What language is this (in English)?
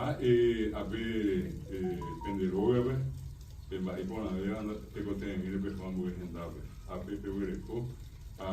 Guarani